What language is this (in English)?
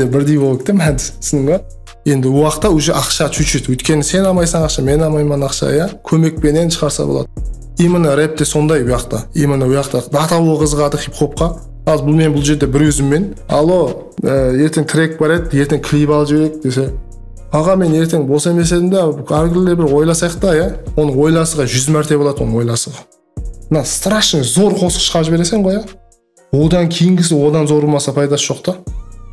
Kara-Kalpak